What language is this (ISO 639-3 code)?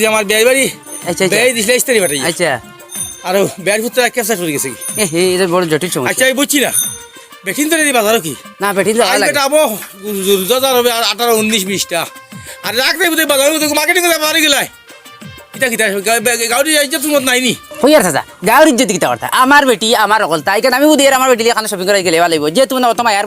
syl